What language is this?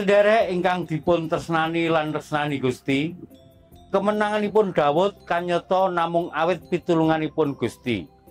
Javanese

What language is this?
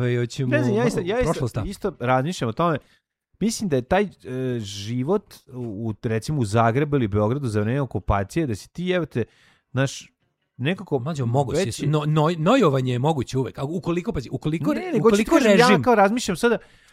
Serbian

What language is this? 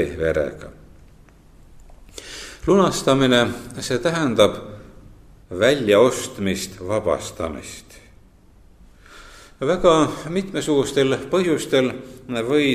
Estonian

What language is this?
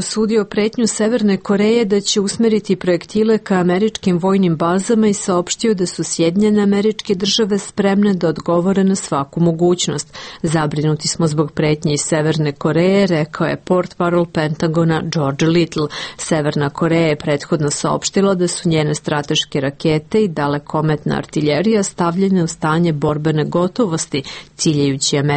Serbian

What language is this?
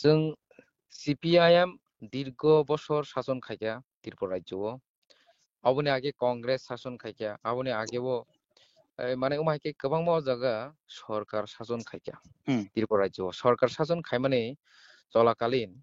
Kok Borok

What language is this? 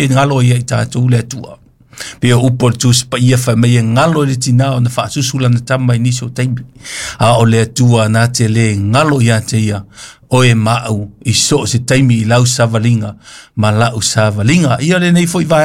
Samoan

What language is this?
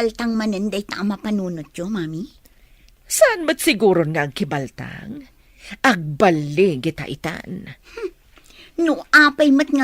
Iloko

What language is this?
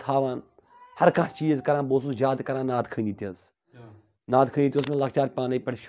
Kashmiri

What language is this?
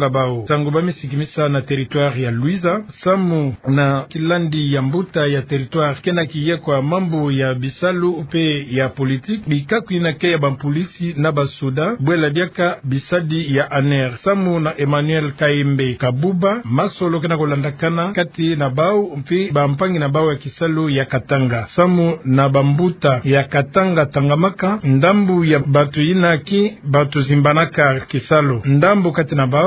Kituba (Democratic Republic of Congo)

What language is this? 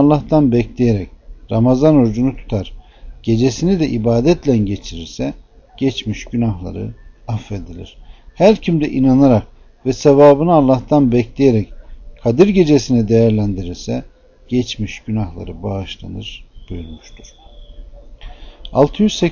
Turkish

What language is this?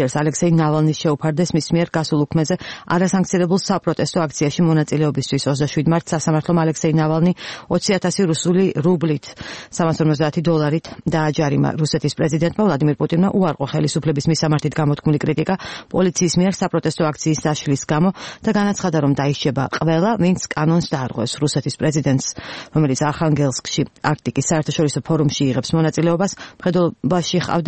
Georgian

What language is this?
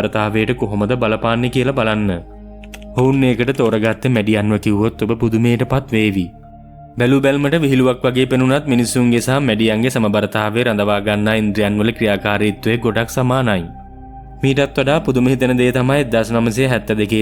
Sinhala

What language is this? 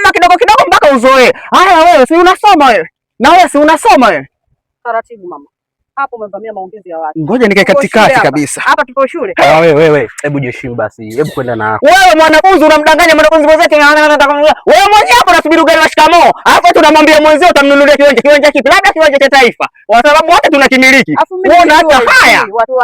Swahili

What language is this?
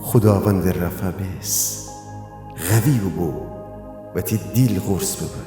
Gilaki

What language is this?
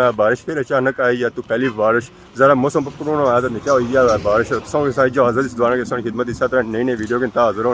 Pahari-Potwari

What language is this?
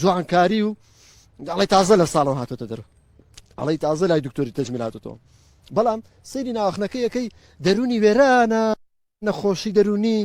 Central Kurdish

